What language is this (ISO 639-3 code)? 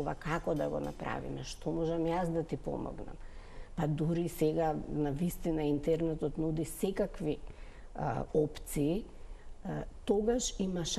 mkd